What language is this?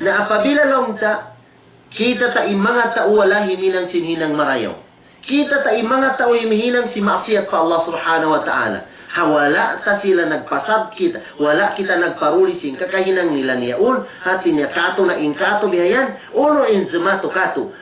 Tausug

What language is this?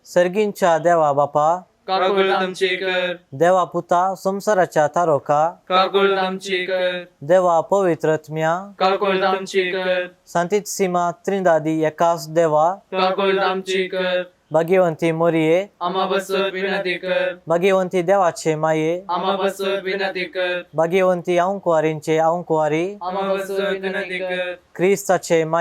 Konkani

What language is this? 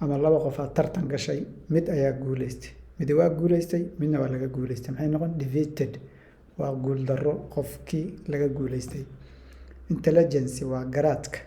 Somali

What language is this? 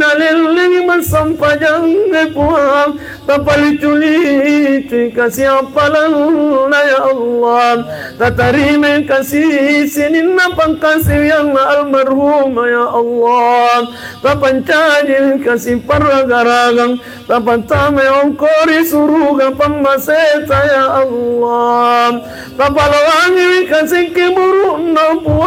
Buginese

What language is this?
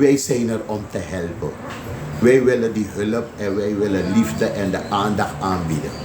Sranan Tongo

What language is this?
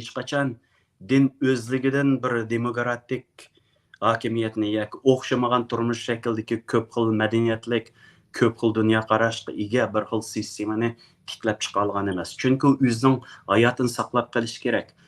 Uyghur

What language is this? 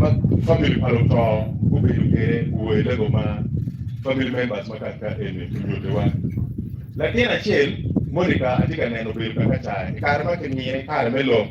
Acoli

